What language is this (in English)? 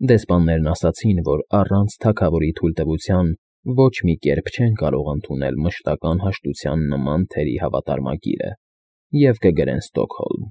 Armenian